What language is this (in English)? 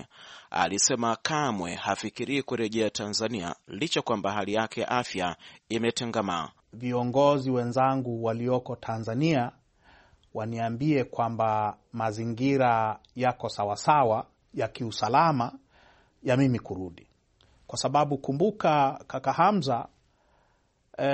Swahili